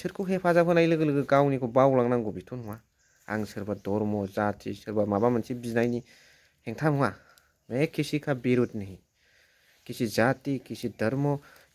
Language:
Bodo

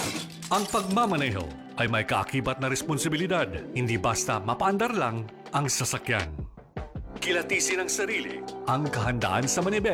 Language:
Filipino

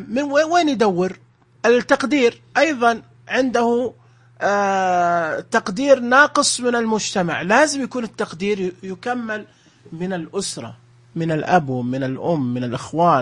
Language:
Najdi Arabic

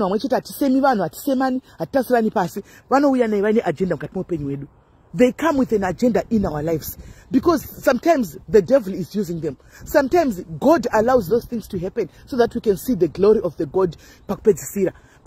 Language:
Shona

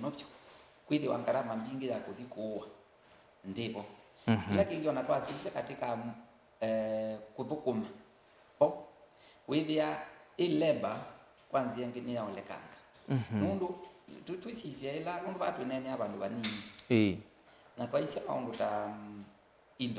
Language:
Kamba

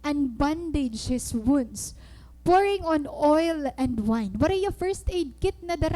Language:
Waray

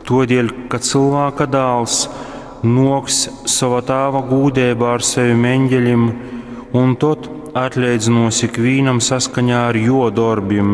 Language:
Latgalian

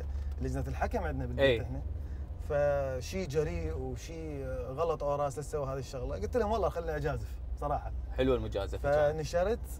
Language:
Mesopotamian Arabic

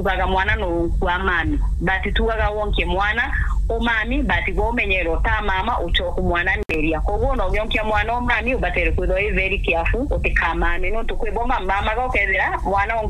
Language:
Meru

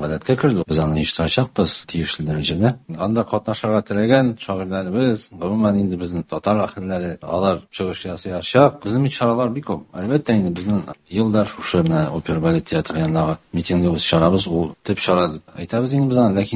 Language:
Tatar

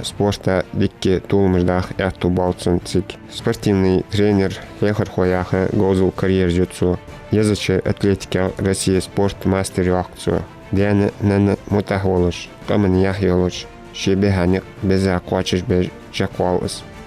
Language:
Ingush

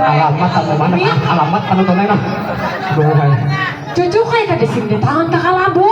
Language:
Banjar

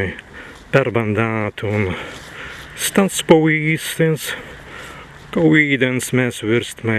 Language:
Prussian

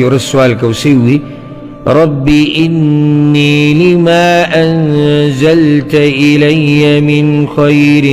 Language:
Pashto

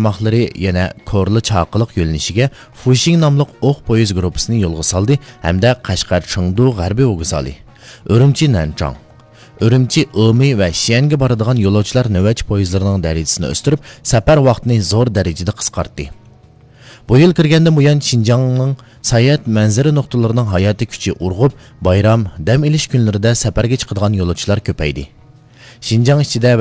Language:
Uyghur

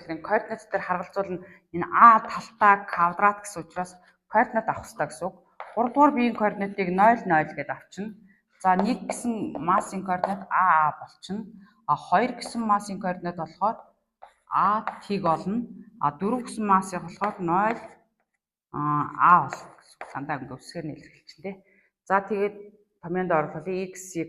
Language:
Mongolian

